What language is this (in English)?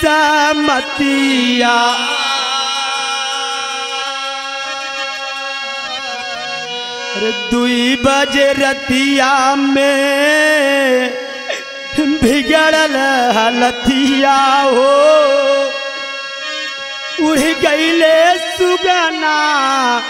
Bhojpuri